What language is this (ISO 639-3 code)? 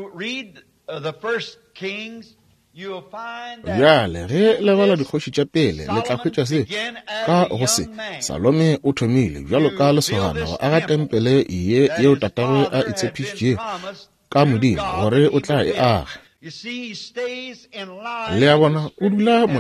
nso